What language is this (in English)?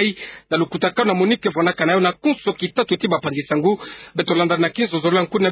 Kituba (Democratic Republic of Congo)